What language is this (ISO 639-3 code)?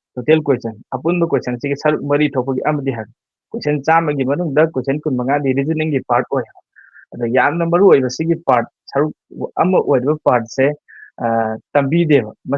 mni